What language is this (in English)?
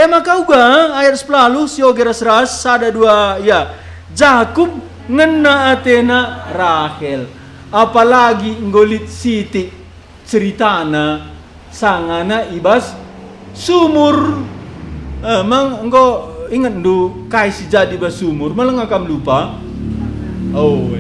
Batak Karo